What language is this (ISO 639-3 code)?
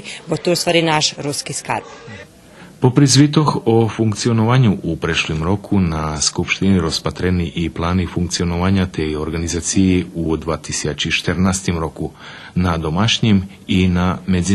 rue